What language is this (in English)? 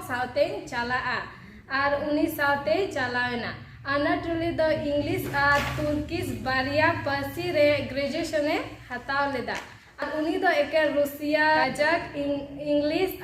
Santali